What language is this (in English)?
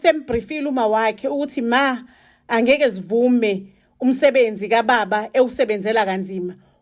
Zulu